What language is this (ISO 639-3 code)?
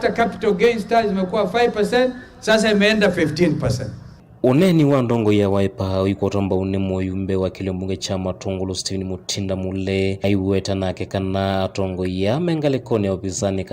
kam